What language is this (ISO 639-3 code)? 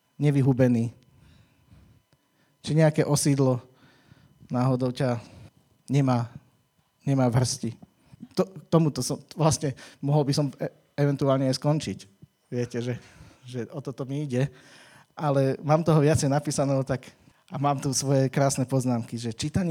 slk